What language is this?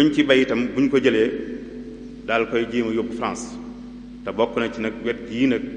Wolof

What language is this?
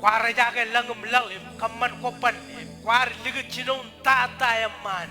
Marshallese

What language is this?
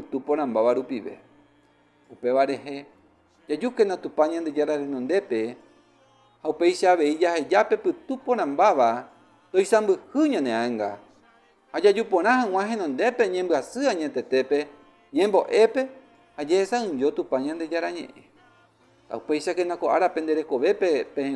Guarani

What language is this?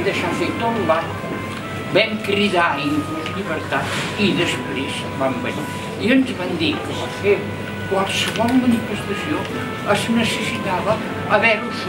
Catalan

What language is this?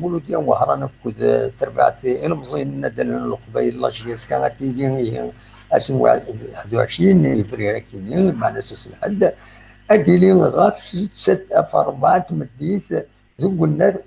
Kabyle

